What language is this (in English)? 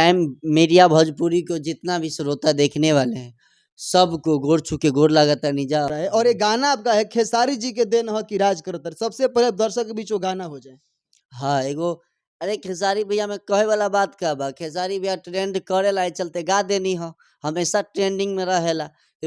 Bhojpuri